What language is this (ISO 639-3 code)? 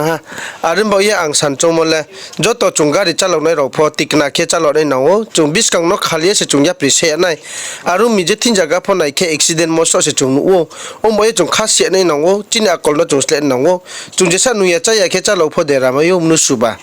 ria